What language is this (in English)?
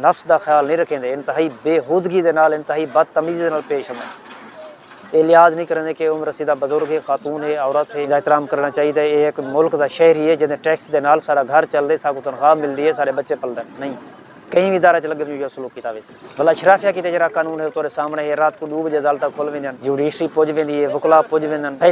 Saraiki